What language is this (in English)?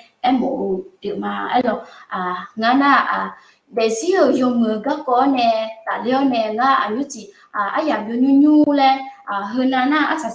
Akha